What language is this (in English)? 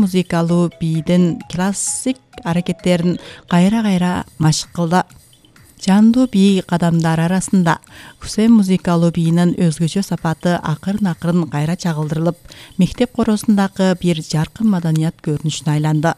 Kyrgyz